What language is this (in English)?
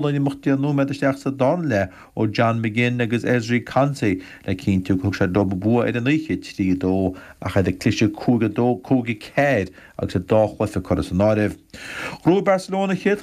Irish